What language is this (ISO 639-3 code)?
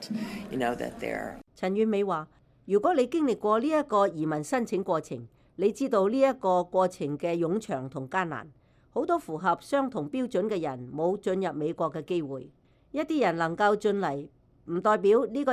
yue